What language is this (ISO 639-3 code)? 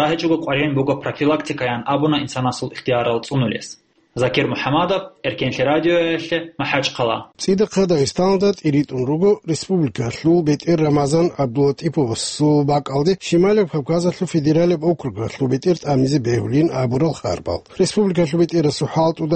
ava